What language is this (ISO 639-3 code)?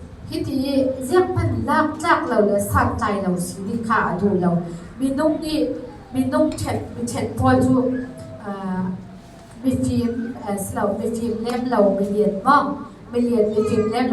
cfm